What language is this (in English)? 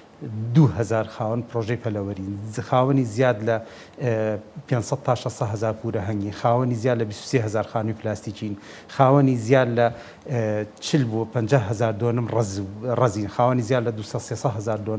Central Kurdish